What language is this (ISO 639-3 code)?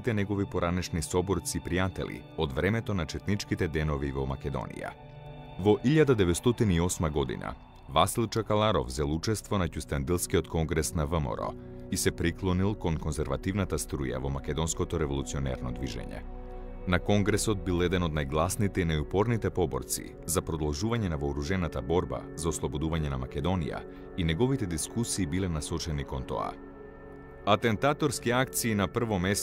mkd